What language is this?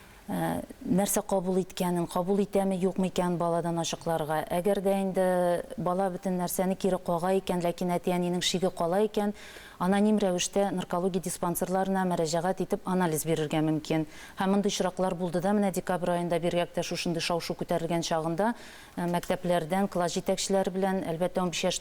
Tatar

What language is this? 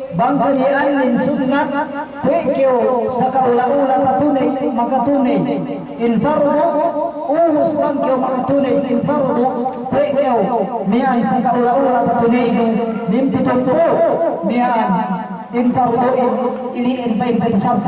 Yakan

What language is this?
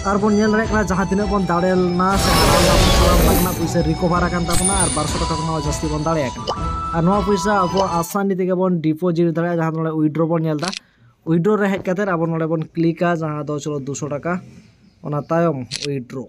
Santali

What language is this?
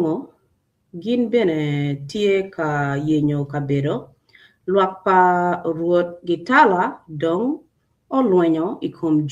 Acoli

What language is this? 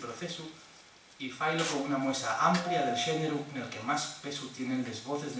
Asturian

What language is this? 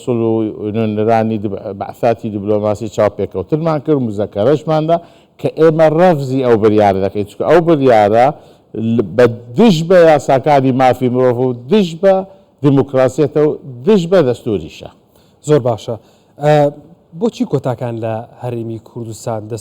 Central Kurdish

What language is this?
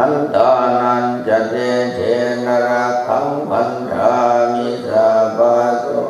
Pali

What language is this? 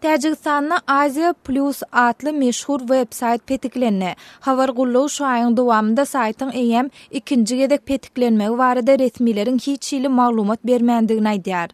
Turkmen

